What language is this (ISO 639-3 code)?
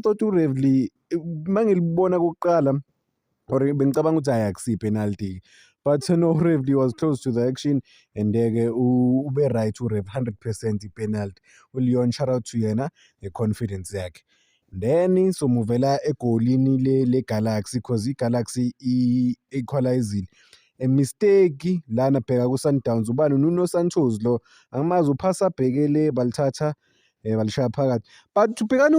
zul